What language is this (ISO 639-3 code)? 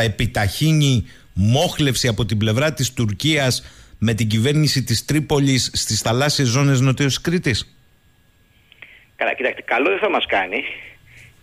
ell